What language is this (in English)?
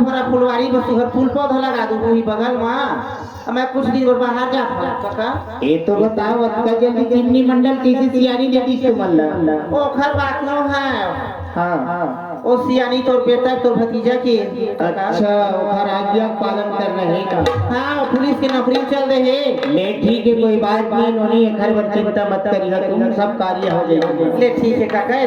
Chhattisgarhi